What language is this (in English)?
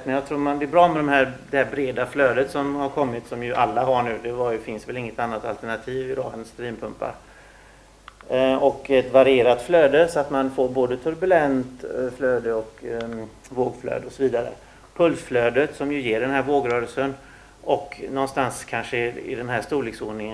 Swedish